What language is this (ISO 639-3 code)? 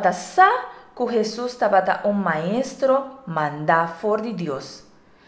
pap